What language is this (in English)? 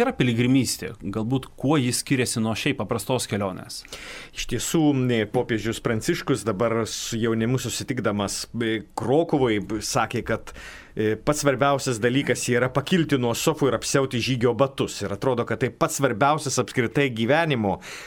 Lithuanian